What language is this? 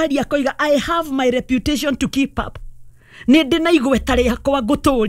Kikuyu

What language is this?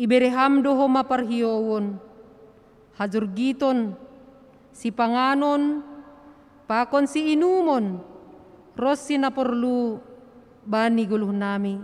Batak Simalungun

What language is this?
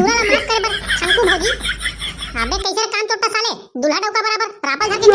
Chhattisgarhi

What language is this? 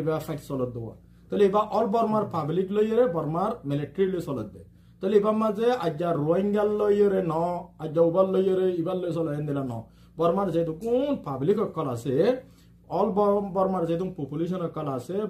Rohingya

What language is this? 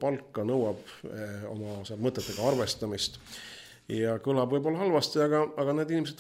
Estonian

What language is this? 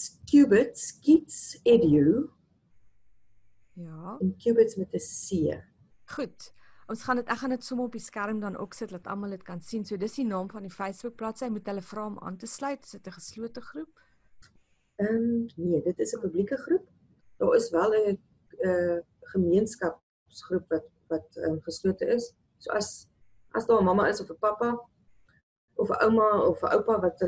Afrikaans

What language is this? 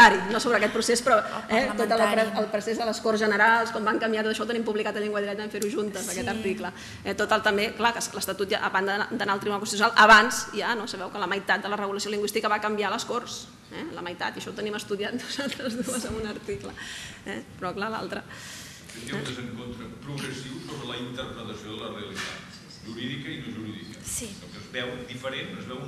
Catalan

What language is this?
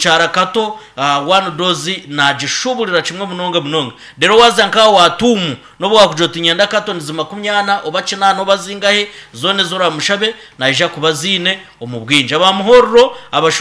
Nyankole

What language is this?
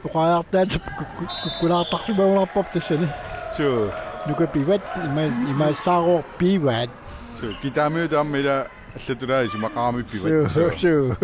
Kalaallisut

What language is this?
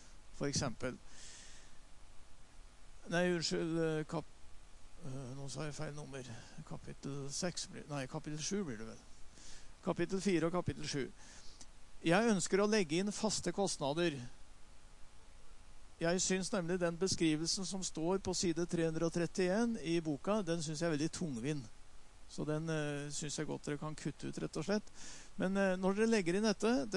Norwegian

